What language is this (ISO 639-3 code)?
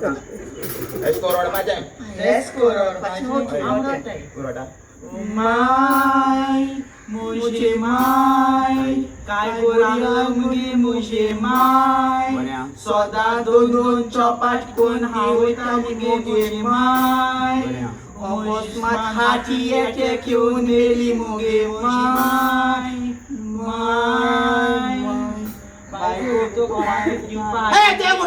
kok